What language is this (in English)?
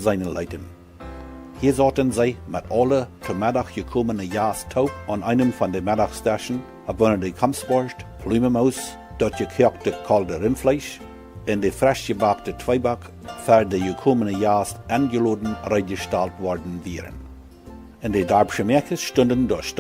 Plautdietsch